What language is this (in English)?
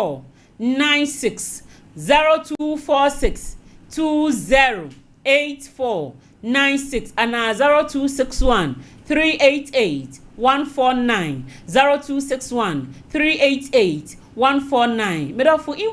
Akan